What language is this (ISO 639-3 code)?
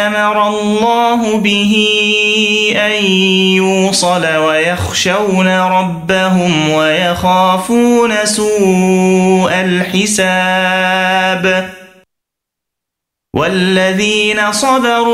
ara